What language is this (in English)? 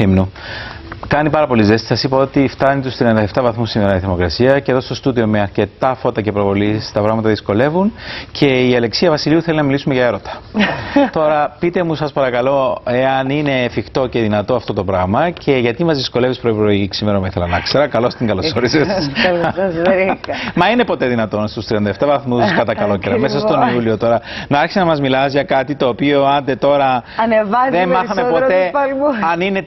Greek